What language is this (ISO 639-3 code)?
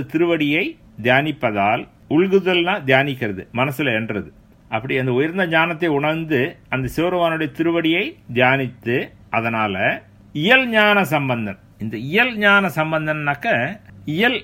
tam